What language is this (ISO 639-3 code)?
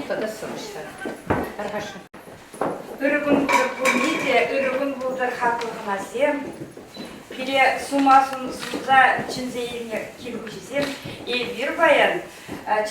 chv